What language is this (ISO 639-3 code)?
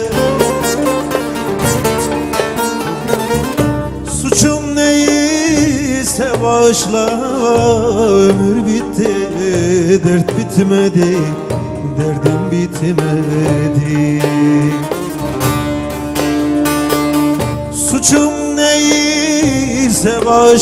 tur